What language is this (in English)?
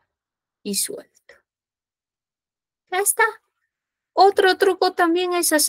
Spanish